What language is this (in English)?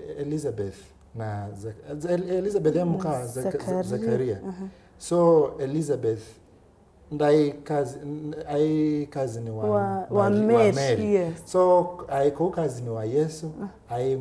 Kamba